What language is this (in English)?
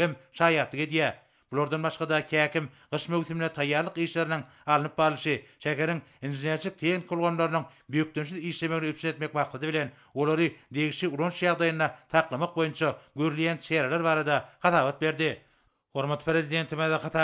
Turkmen